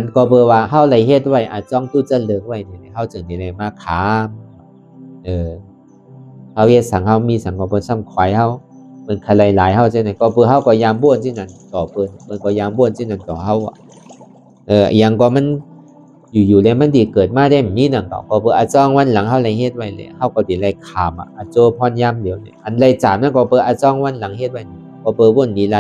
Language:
Shan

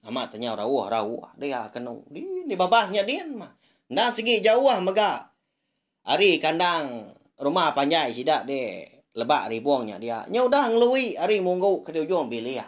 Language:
Iban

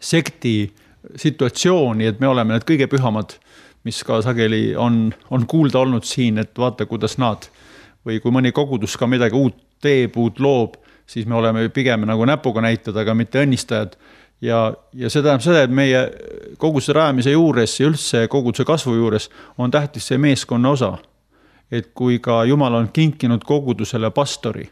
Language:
Estonian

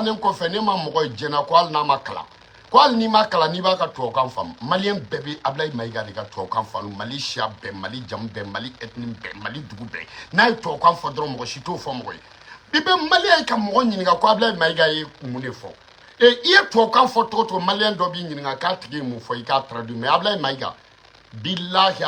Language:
Bambara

